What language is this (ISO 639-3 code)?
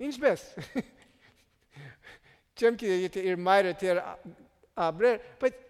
hyw